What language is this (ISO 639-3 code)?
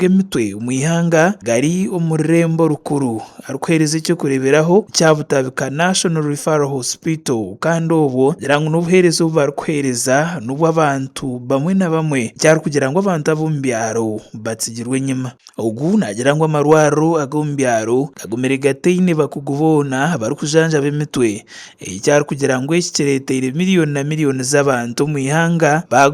nyn